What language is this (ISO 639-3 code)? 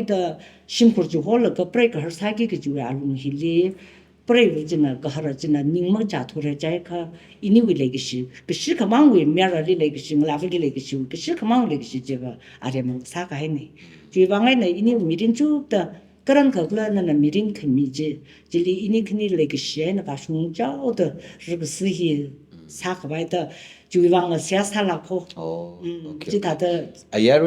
nmf